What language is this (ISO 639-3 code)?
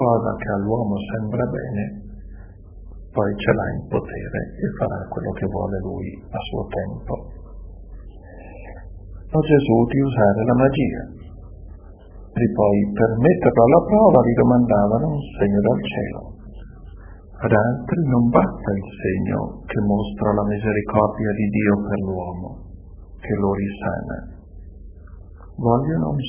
ita